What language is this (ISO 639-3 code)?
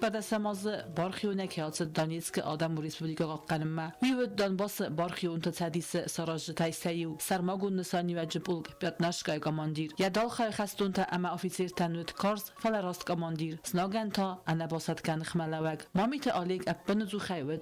oss